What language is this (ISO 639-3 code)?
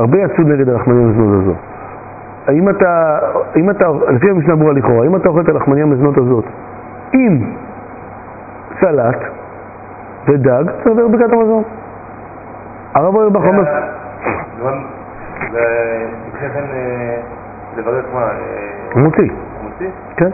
heb